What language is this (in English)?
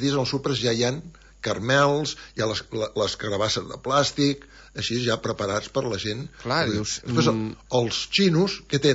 Catalan